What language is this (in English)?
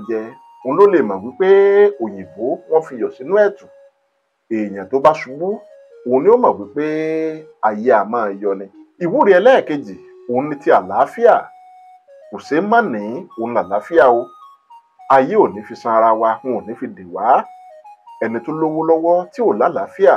Yoruba